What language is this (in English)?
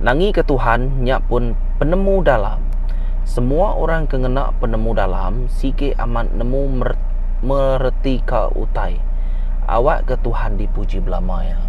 Iban